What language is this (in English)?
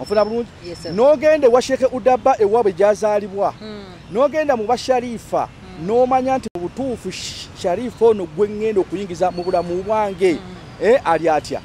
Ganda